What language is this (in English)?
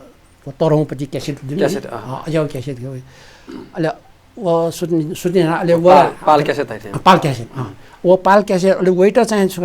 Newari